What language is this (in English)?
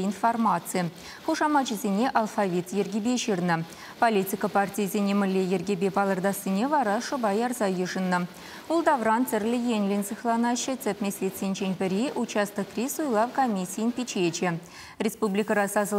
Chuvash